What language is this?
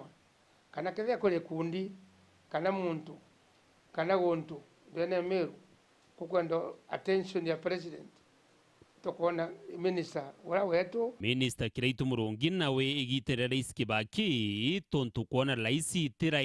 Meru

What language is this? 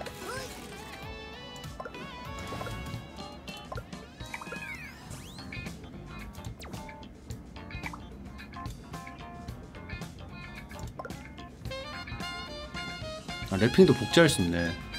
Korean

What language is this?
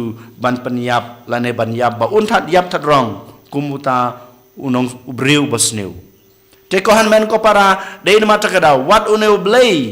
Khasi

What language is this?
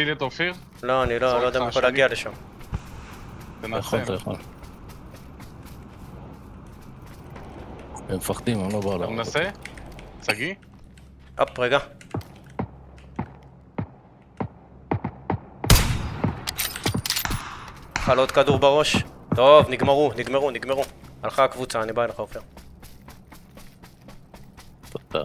Hebrew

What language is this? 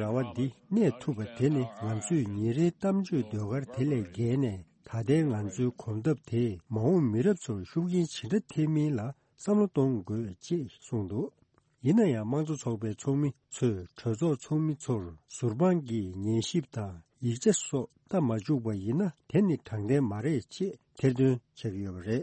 Tibetan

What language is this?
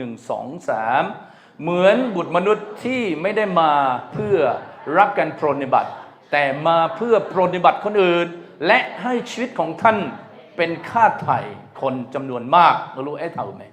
Akha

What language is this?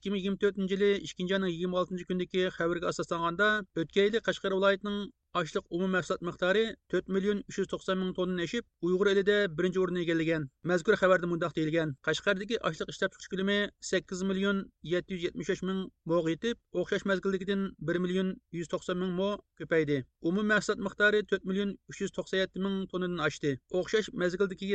Uyghur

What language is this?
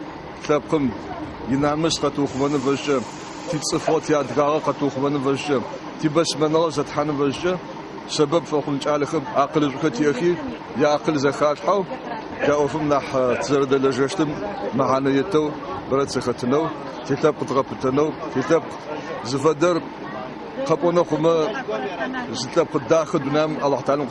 Adyghe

